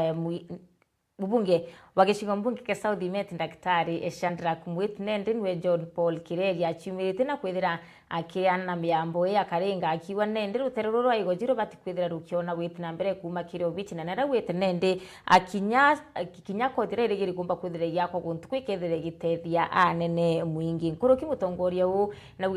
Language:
Meru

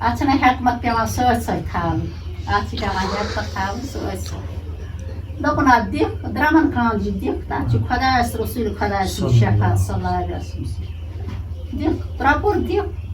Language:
Kashmiri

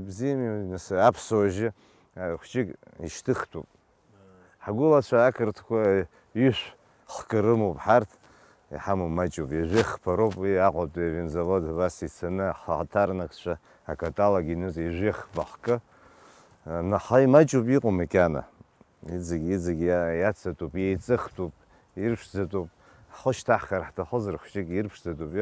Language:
Abkhazian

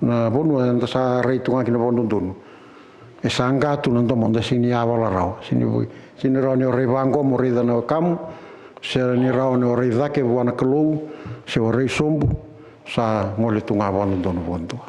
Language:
Fijian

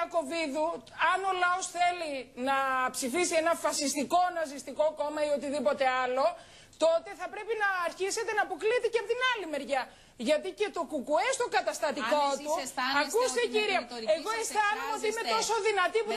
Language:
Greek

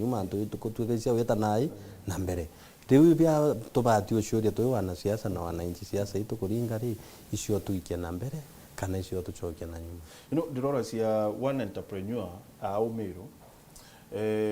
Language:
Meru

